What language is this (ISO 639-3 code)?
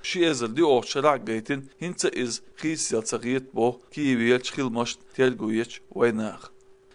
che